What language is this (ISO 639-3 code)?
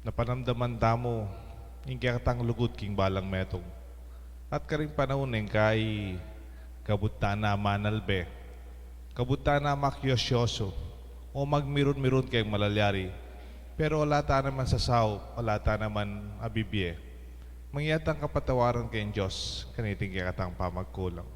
pam